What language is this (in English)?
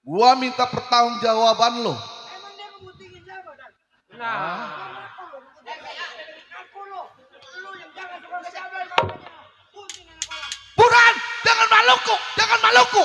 Betawi